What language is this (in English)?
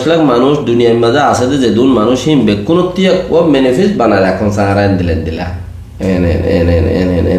Rohingya